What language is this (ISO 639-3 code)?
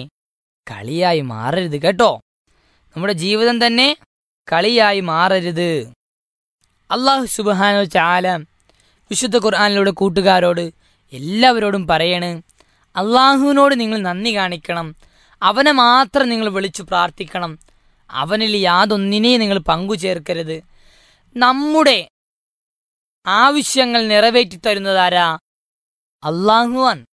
mal